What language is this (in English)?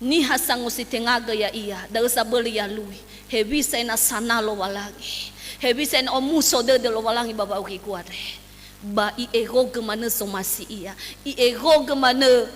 Nias